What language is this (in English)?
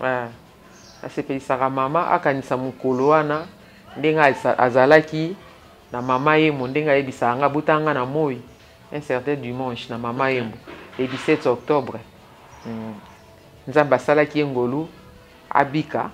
Lingala